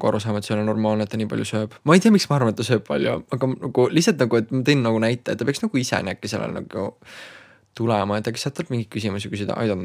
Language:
Estonian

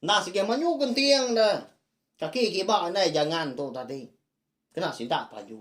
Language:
Iban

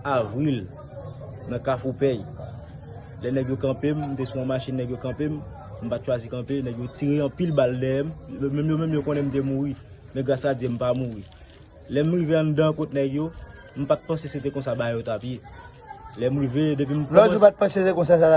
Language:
Haitian Creole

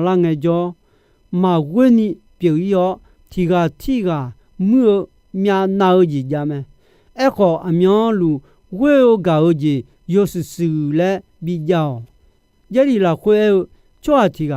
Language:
Akha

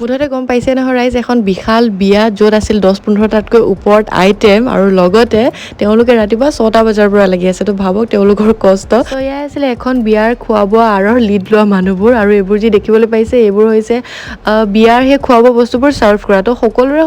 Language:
Assamese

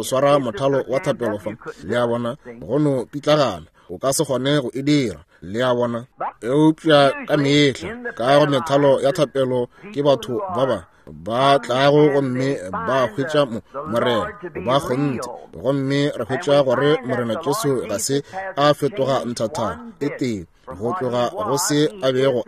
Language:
Northern Sotho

